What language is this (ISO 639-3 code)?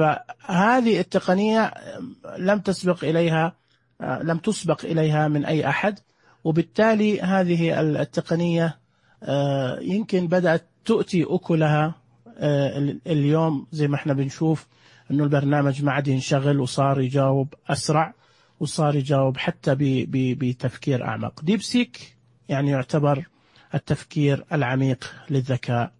ars